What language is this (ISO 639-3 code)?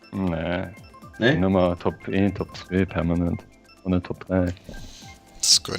ltz